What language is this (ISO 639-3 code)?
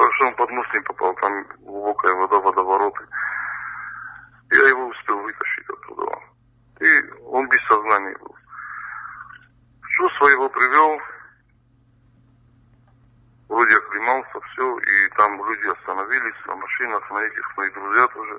rus